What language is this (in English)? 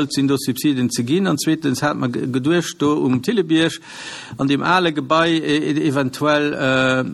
Luxembourgish